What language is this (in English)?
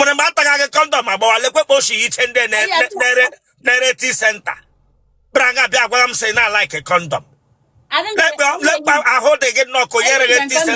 Igbo